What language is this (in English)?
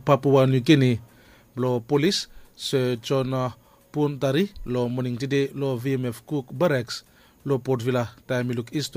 Bislama